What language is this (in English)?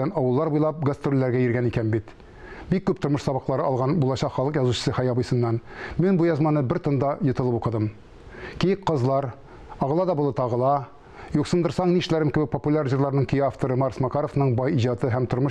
Tatar